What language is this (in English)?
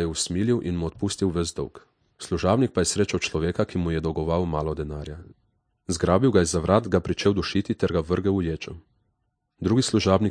Slovenian